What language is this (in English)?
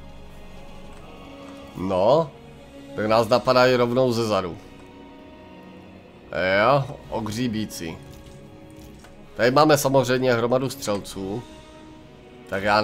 Czech